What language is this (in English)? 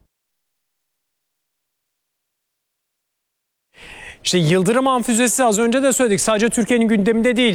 Turkish